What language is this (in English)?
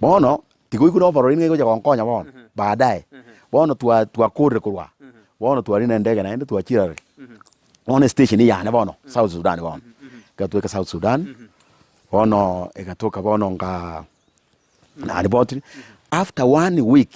Gusii